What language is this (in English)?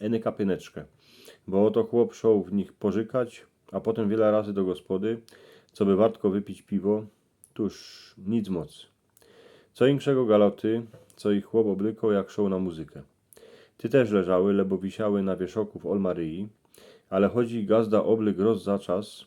Silesian